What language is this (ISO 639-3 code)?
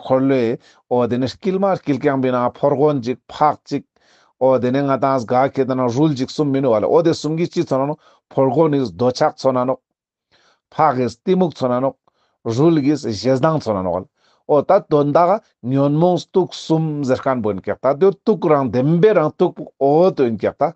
lbj